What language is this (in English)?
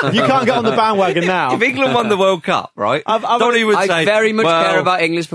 English